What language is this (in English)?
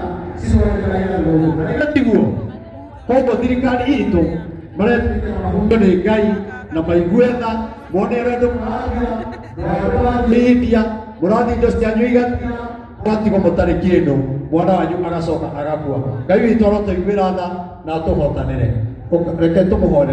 Kikuyu